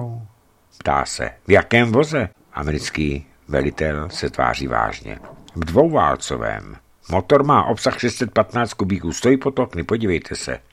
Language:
Czech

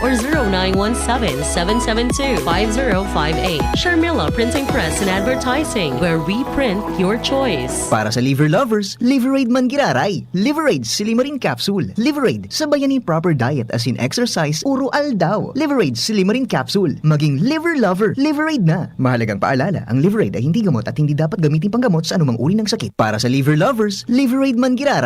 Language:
Bikol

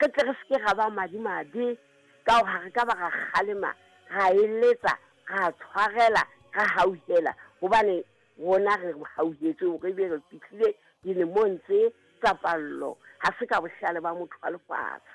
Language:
Southern Sotho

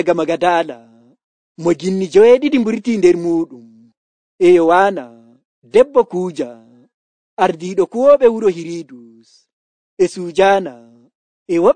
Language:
Nigerian Fulfulde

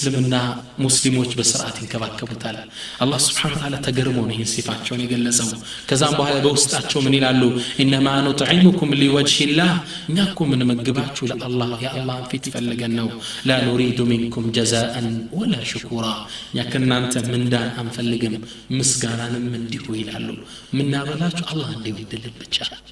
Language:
Amharic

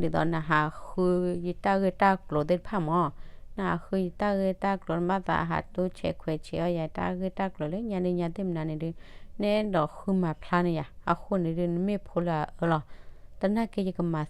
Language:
S'gaw Karen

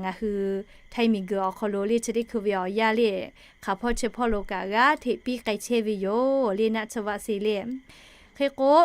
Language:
Lahu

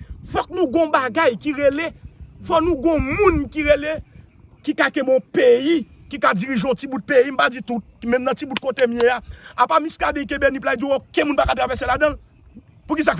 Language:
Haitian Creole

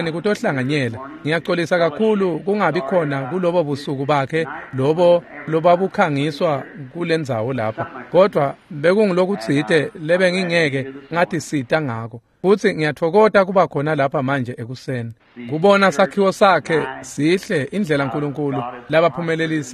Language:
Swati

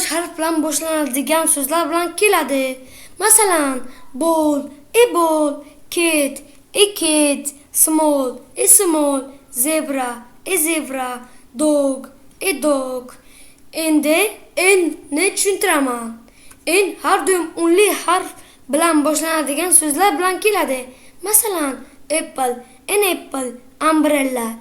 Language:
Uzbek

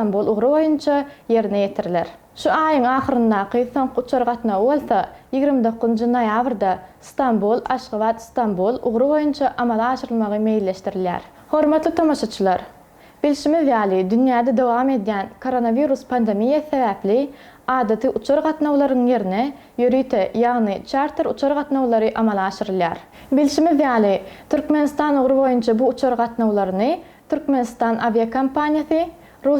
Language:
Turkmen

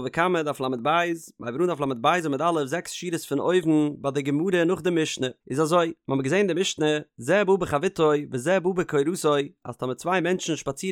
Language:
Yiddish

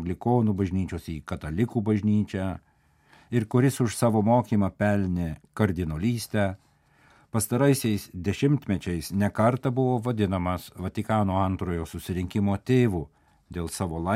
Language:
Lithuanian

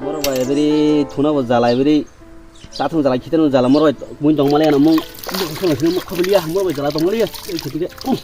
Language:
Kok Borok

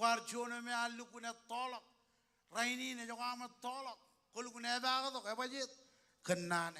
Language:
Marshallese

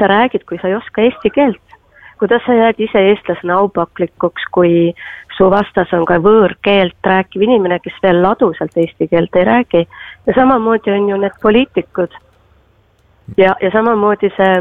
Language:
Estonian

